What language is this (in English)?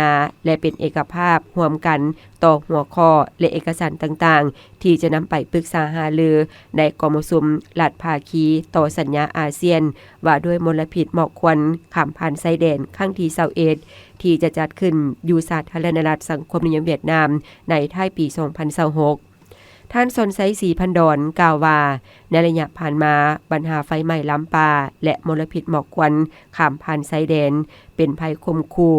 Lao